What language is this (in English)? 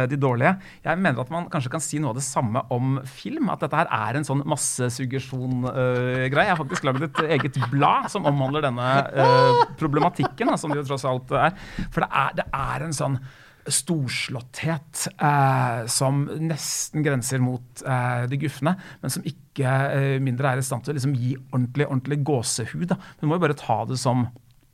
Norwegian